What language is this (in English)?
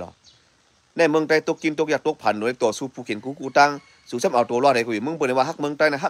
Shan